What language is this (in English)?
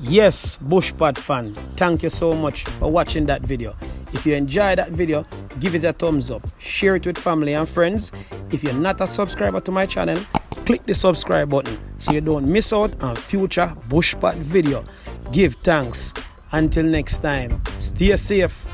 Jamaican Creole English